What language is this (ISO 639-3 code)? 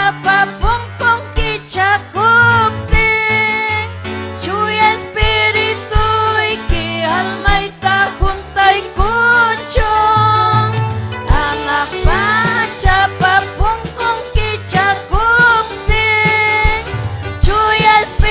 quy